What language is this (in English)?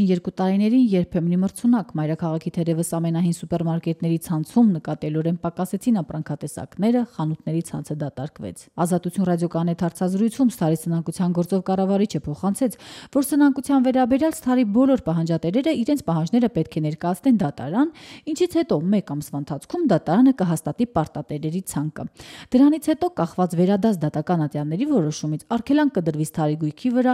Armenian